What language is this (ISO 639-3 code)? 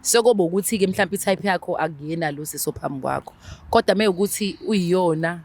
zul